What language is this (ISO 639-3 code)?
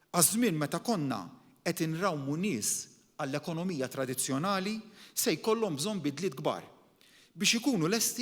mlt